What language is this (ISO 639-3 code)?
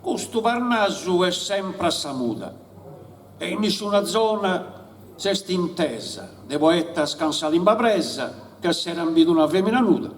srd